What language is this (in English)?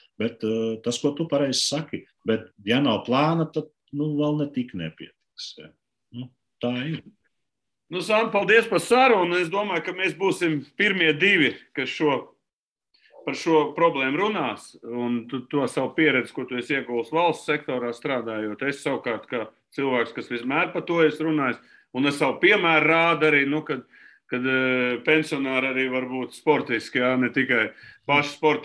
Latvian